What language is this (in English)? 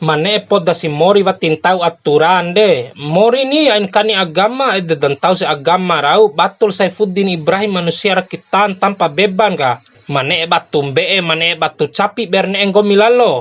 Bima